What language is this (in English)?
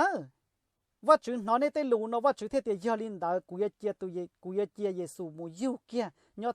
Hmong